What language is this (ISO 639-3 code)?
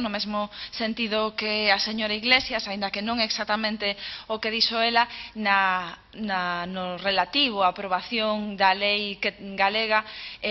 glg